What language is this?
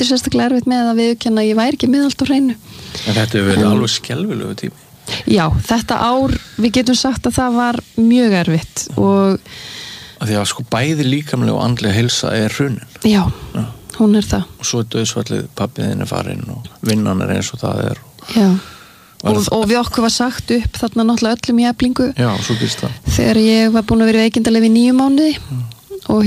Icelandic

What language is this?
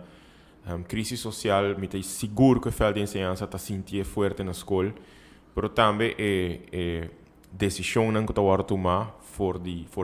Papiamento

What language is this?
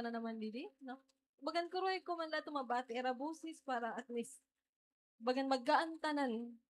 Waray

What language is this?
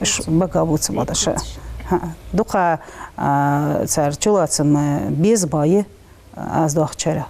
Ingush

